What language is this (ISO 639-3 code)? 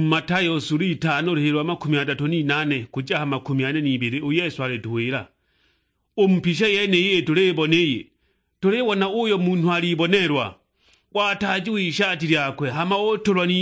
suk